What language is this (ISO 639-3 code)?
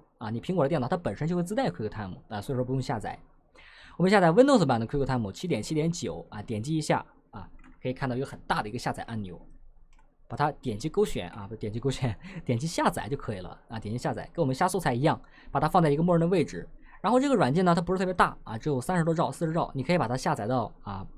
zho